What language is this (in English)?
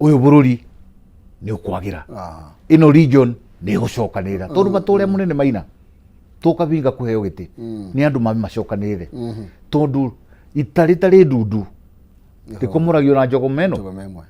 Kikuyu